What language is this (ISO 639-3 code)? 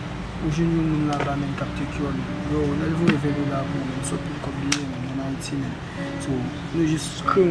hat